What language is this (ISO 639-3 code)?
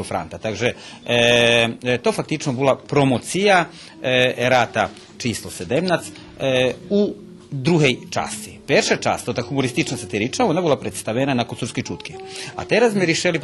rue